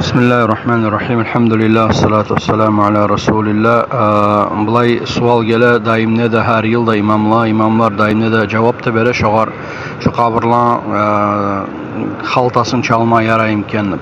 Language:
Kumyk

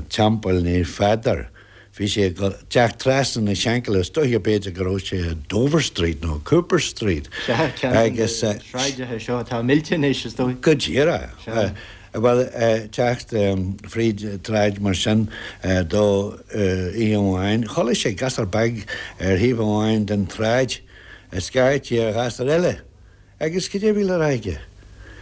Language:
Irish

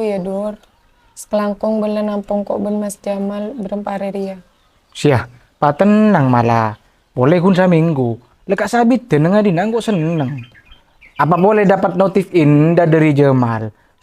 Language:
Madurese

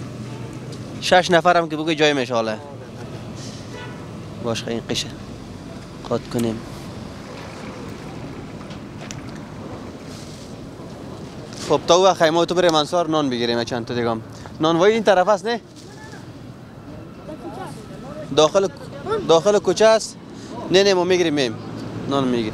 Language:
Persian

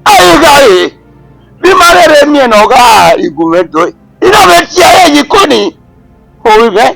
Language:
Bini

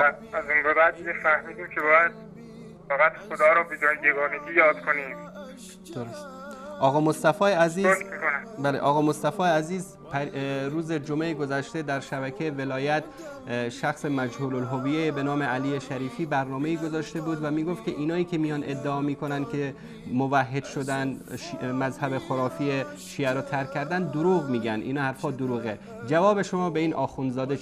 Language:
Persian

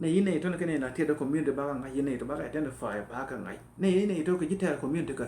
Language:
Nuer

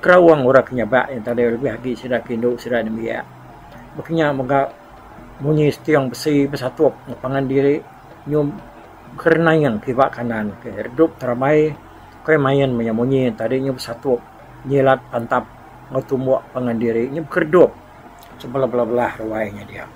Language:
Iban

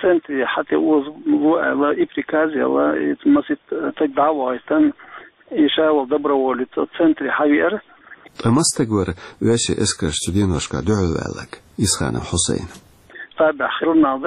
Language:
Chechen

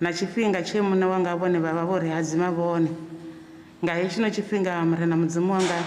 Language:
Venda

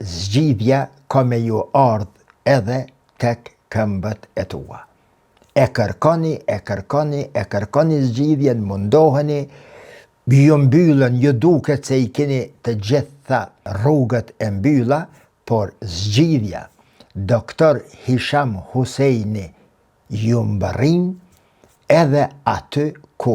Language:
Albanian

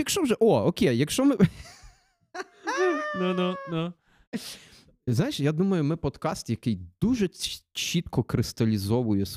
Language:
Ukrainian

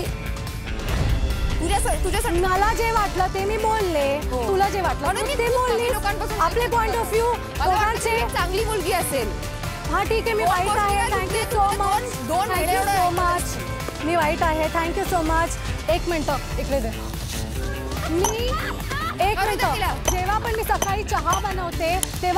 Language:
Marathi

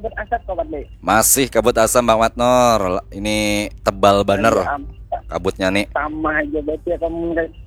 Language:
Banjar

